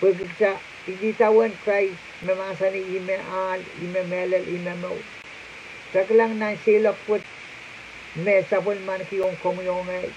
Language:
Pohnpeian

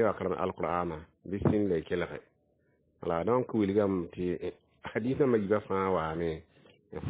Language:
Mossi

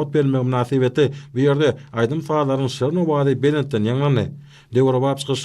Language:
Turkmen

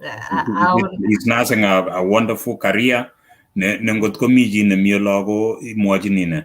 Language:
Kalenjin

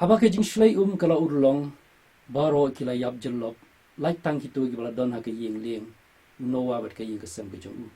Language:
Khasi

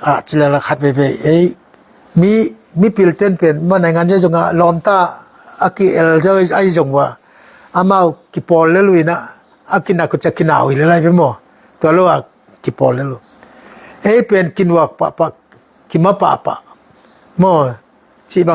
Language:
Tedim Chin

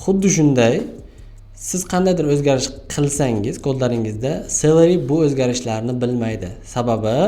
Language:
Uzbek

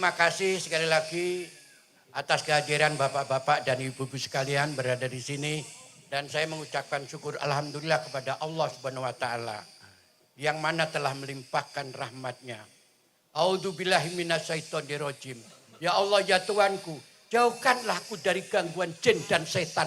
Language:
Javanese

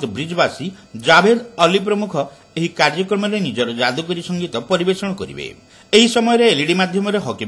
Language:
Odia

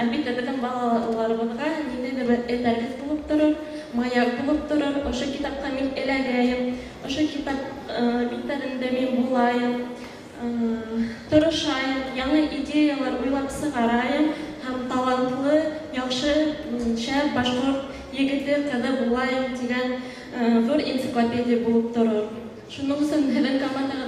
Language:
Bashkir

